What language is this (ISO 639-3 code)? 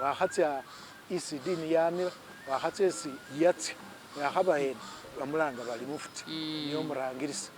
myx